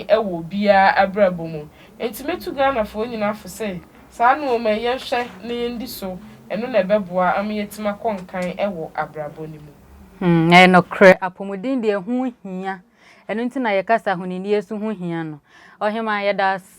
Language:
Akan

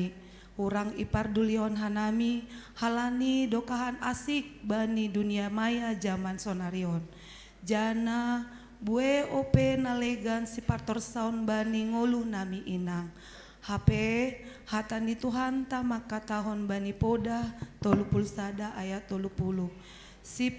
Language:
Batak Simalungun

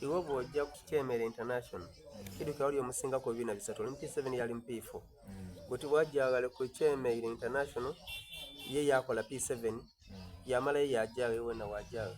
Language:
Soga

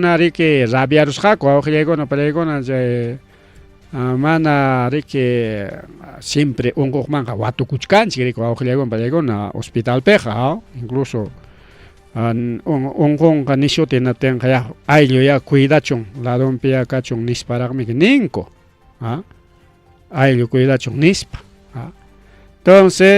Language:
Ayacucho Quechua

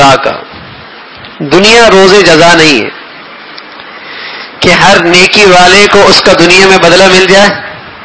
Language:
Urdu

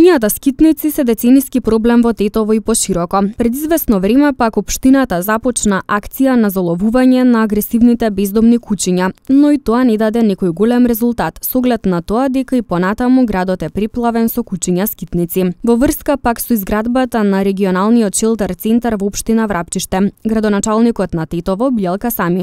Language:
Macedonian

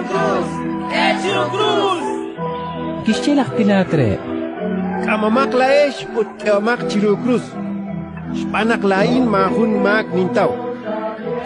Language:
Kekchí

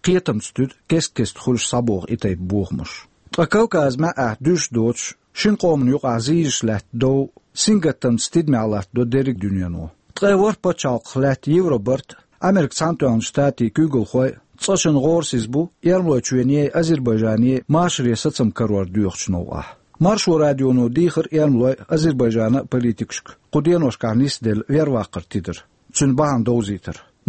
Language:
Chechen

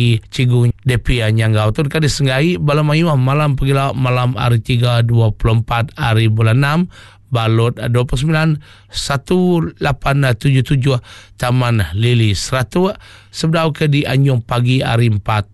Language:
Iban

